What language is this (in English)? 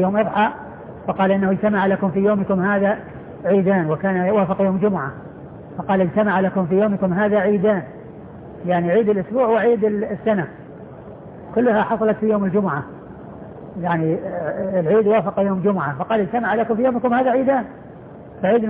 Arabic